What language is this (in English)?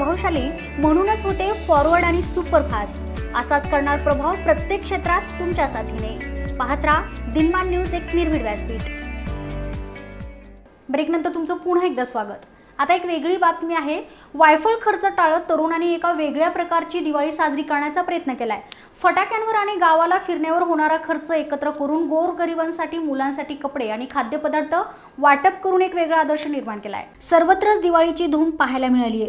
Marathi